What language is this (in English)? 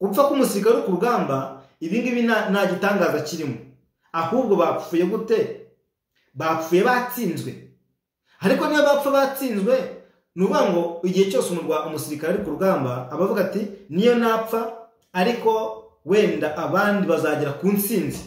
Kinyarwanda